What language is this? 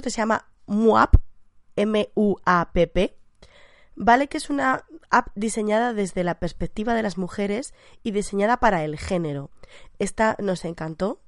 Spanish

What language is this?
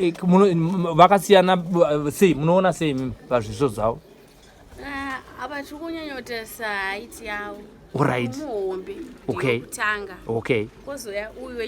Shona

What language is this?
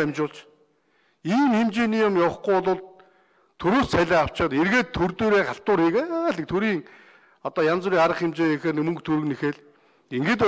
Mongolian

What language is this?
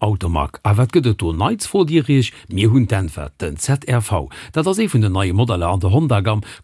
Luxembourgish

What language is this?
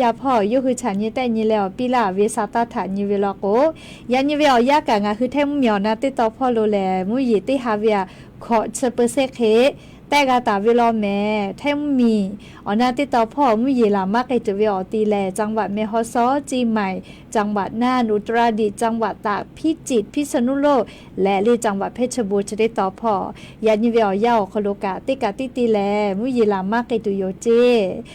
Lahu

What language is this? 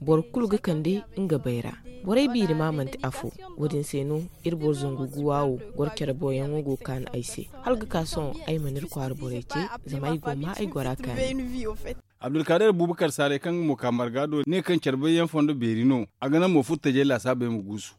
Zarma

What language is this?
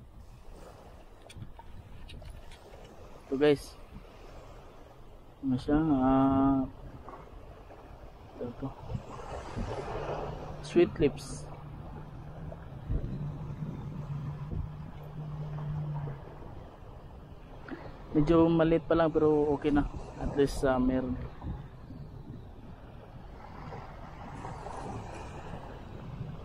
Filipino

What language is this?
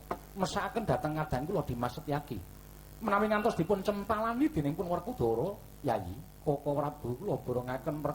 Javanese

